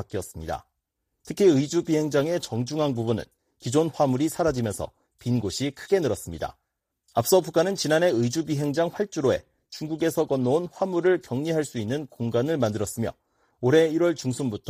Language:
Korean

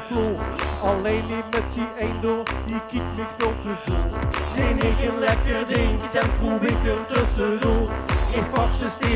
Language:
Limburgish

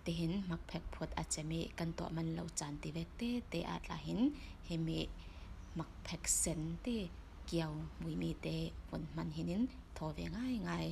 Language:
Falam Chin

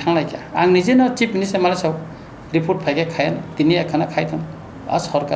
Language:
Kok Borok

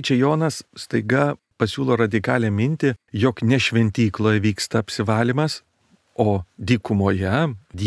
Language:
Lithuanian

